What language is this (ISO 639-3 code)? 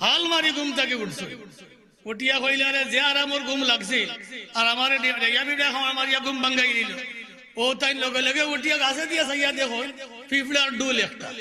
syl